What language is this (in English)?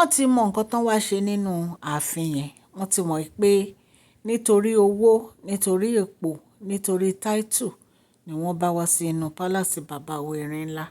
Yoruba